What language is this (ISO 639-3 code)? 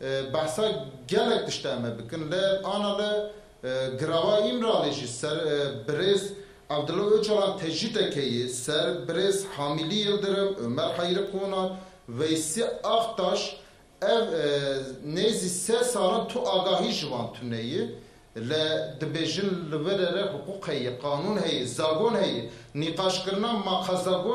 kur